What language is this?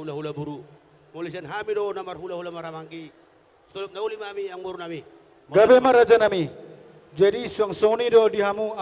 Batak Toba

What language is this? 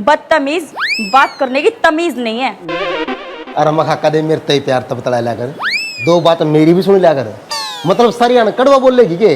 Haryanvi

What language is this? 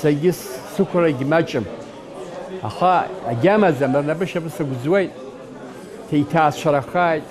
Abkhazian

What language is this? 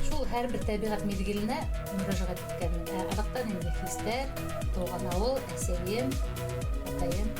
Bashkir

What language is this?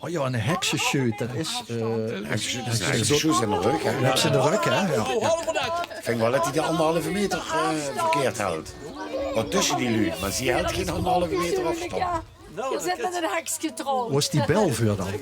Limburgish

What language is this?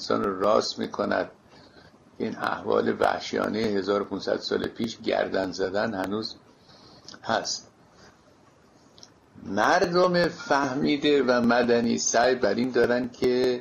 Persian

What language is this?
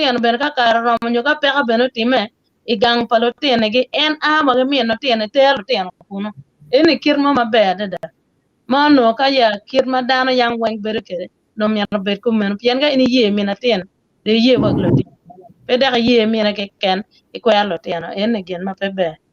Acoli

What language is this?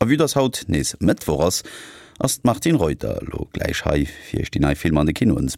Luxembourgish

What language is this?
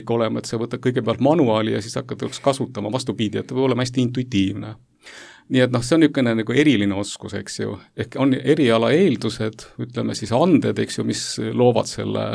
Estonian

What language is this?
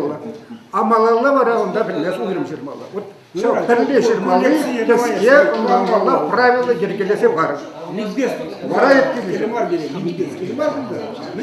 Chuvash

